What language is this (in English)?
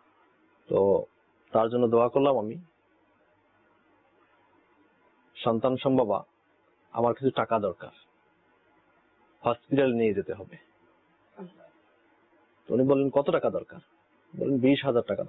Bangla